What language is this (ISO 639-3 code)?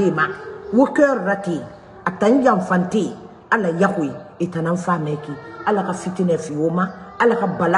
man